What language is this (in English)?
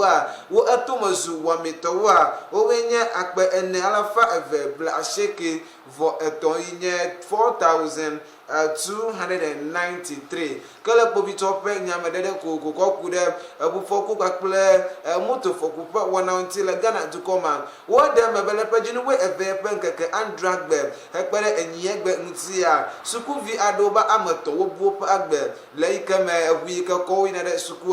Ewe